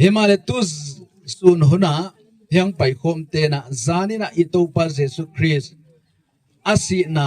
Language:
Gangte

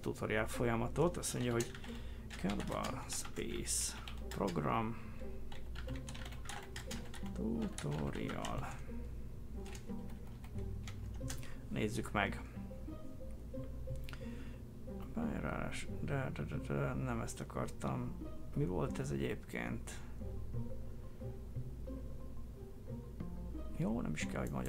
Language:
Hungarian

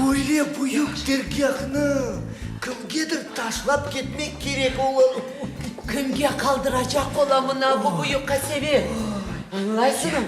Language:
Crimean Tatar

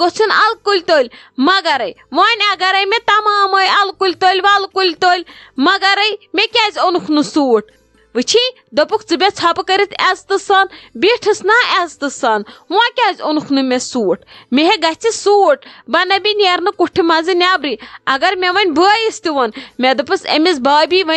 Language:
Kashmiri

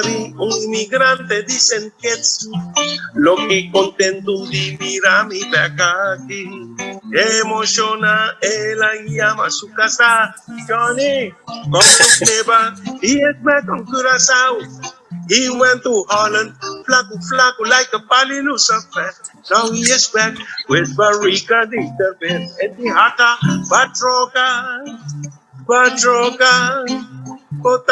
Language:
Papiamento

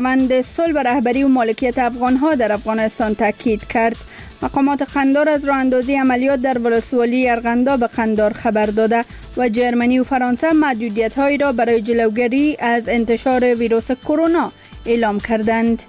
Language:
Persian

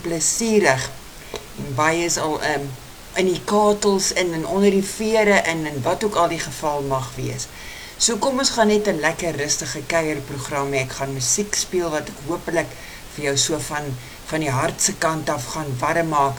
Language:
Afrikaans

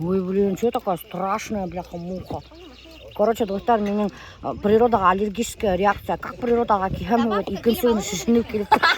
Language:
Bashkir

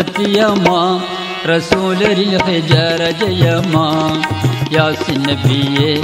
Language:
Malayalam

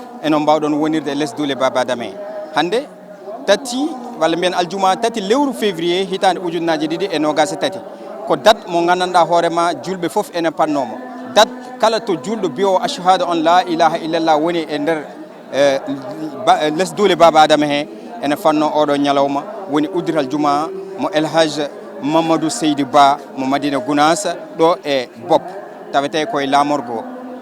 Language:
Fula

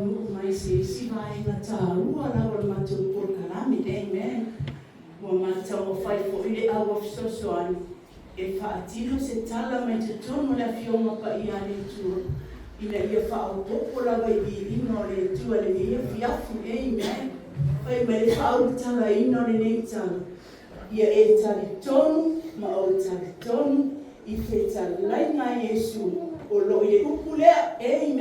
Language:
Samoan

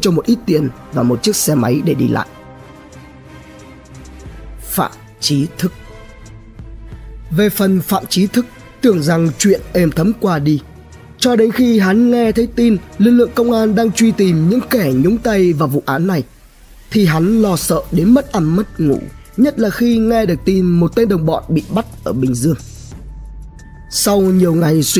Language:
Vietnamese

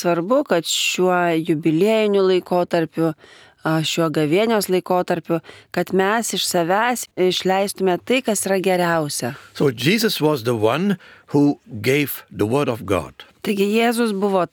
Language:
Lithuanian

